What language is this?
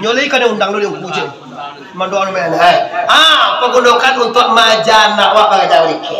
Minangkabau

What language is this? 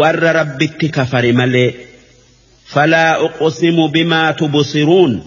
Oromo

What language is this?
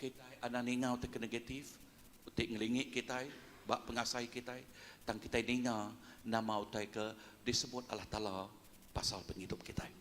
Iban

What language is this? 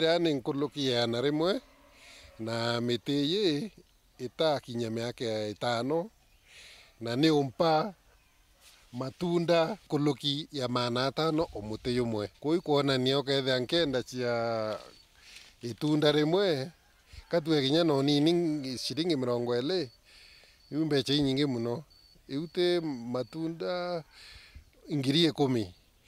Meru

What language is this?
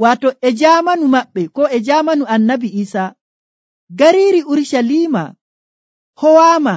Nigerian Fulfulde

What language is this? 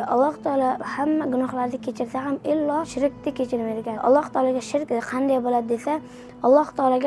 Uzbek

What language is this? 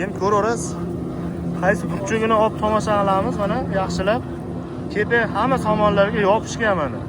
Uzbek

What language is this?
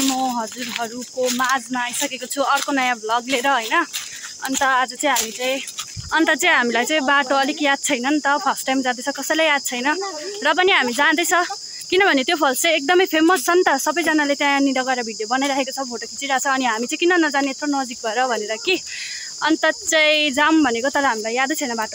Nepali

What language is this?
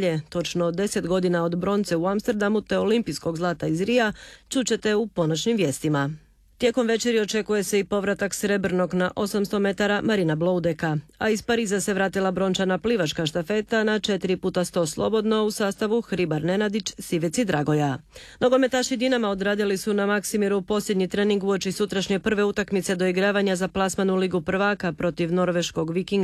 Croatian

